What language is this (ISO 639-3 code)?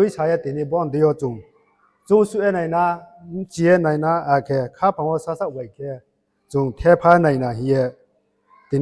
ria